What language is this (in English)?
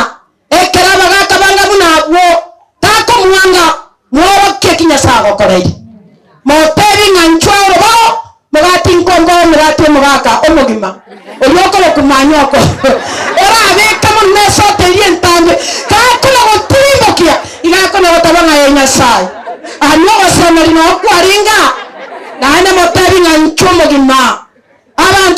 Gusii